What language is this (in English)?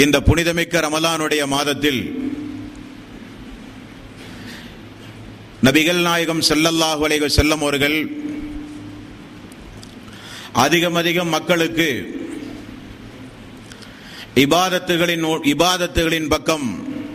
Tamil